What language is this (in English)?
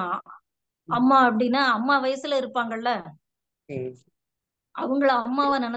Tamil